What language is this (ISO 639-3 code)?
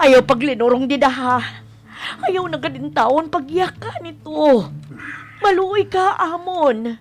war